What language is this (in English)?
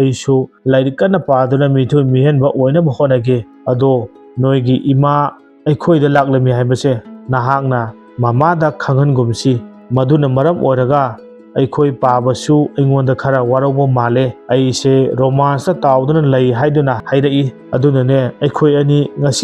Manipuri